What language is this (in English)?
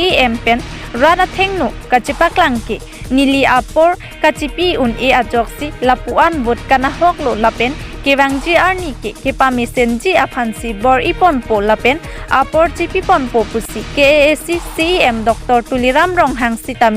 Karbi